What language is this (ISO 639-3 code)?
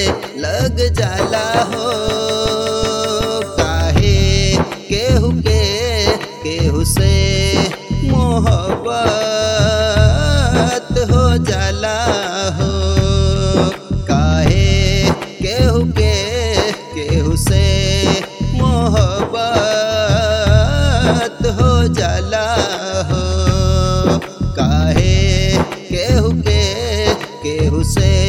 bho